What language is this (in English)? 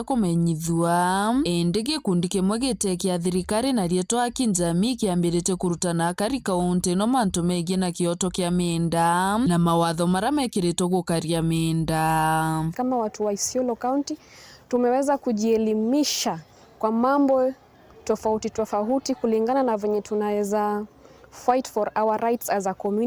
Meru